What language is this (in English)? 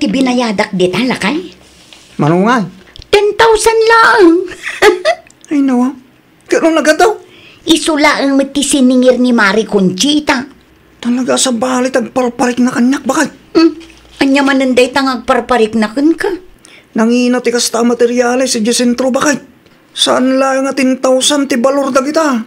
Iloko